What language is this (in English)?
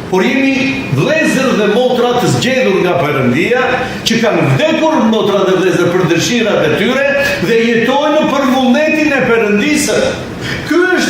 Albanian